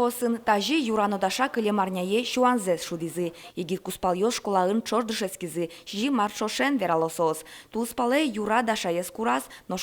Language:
Udmurt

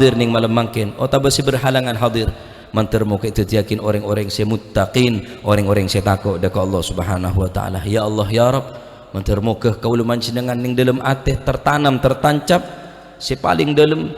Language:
Madurese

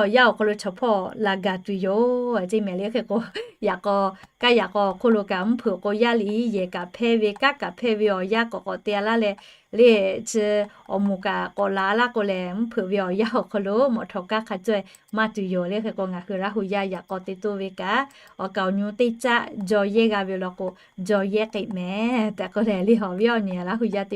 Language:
Lahu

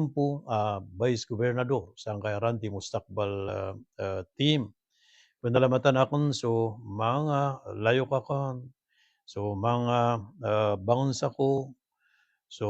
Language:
Maranao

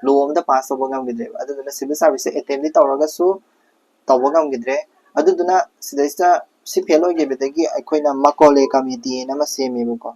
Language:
Manipuri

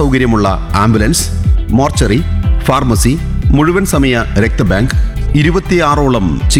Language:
Malayalam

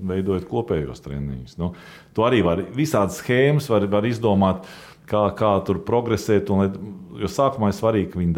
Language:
Latvian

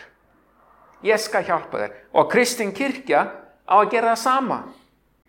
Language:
Icelandic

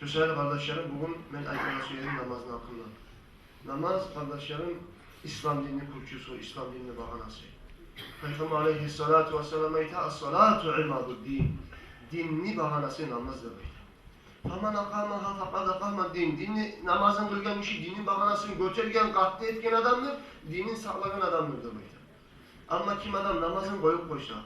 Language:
Kumyk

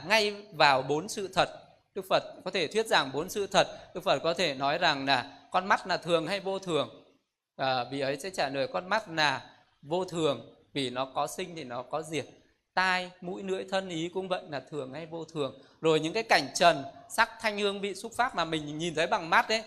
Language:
Vietnamese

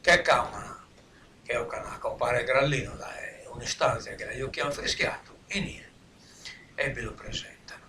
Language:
Sardinian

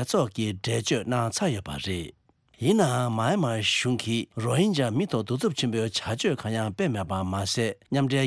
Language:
Tibetan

